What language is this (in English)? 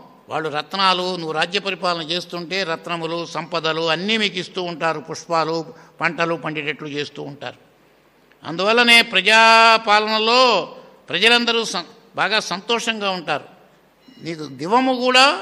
Telugu